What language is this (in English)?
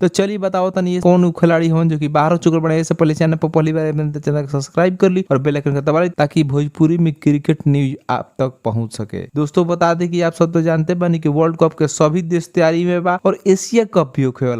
Bhojpuri